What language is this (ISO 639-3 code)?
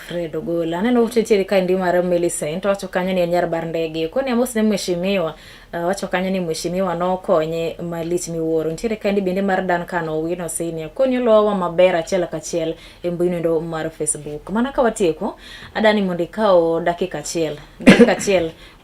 luo